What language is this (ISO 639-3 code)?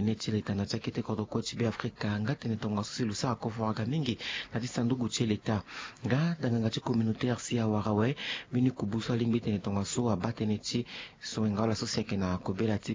sag